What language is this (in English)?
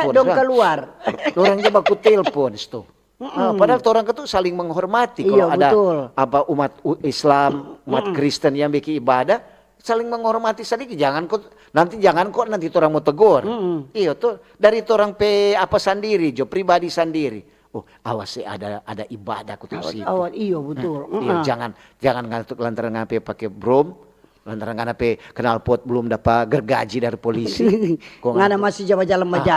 Manado Malay